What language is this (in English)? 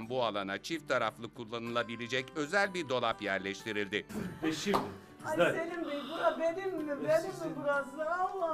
Turkish